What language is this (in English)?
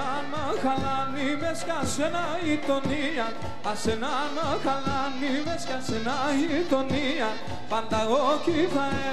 Pontic